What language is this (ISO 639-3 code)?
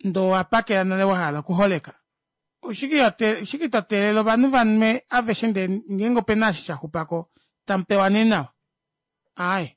kua